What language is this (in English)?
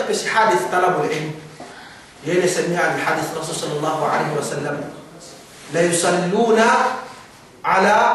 Yakan